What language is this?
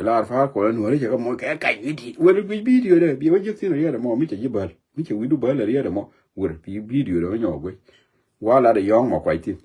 Nuer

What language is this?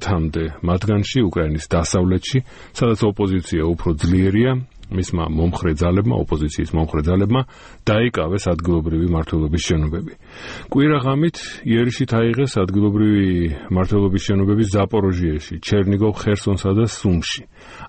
Georgian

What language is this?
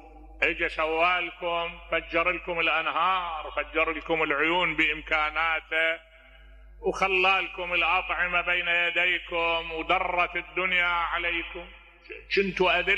Mesopotamian Arabic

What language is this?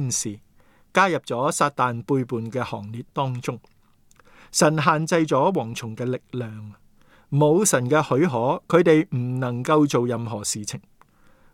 Cantonese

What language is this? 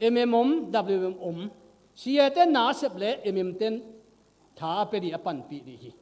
Tedim Chin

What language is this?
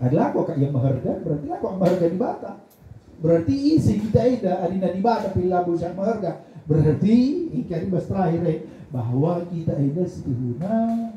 Batak Karo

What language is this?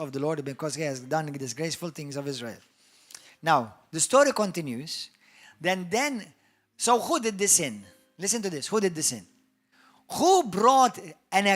English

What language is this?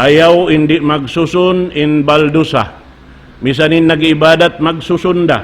Tausug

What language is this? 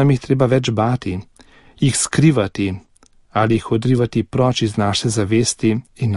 Slovenian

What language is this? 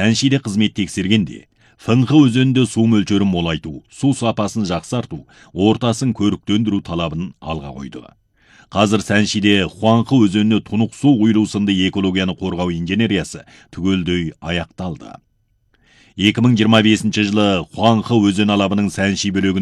Kazakh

